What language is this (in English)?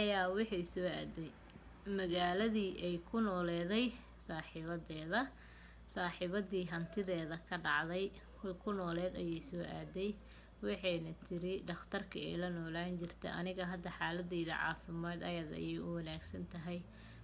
Somali